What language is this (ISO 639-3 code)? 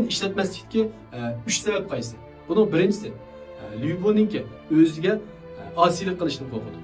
uig